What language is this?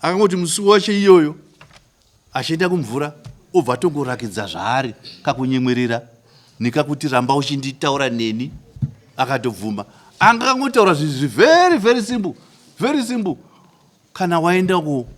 Shona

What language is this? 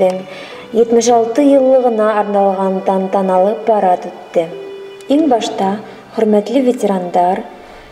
Bashkir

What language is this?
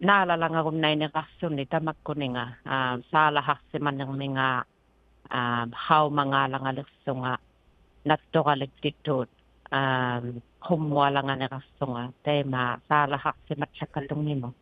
Inuktitut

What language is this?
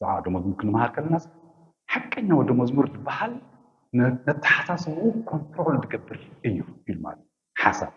Tigrinya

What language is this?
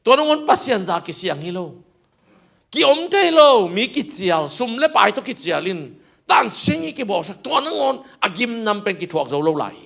Tedim Chin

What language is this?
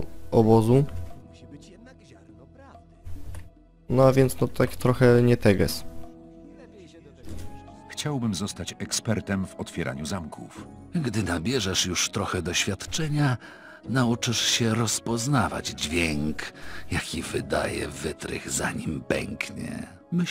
Polish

